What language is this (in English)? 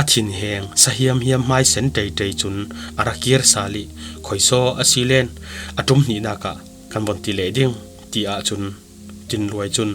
Falam Chin